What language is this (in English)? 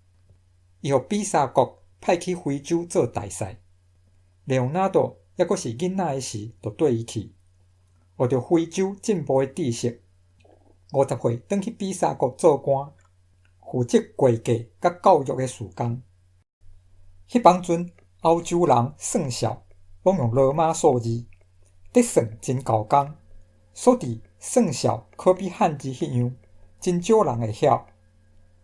Min Nan Chinese